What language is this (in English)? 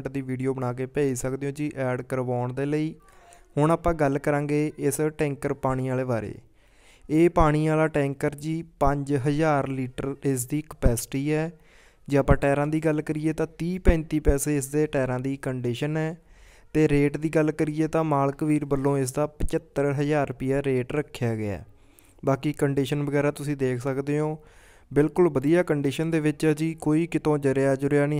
Punjabi